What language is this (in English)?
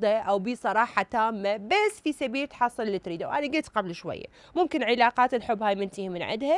Mesopotamian Arabic